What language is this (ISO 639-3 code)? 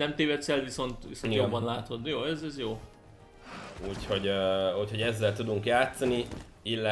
hun